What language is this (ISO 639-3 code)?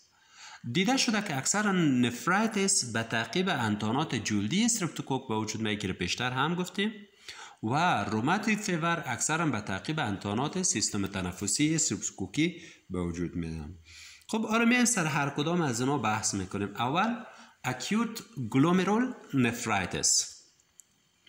fas